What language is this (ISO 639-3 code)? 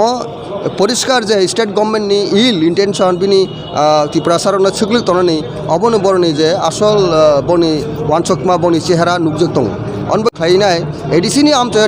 trp